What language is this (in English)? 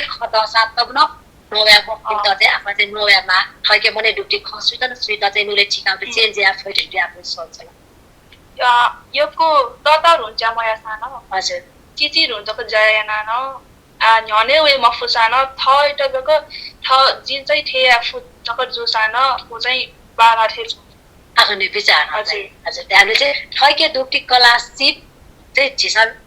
Newari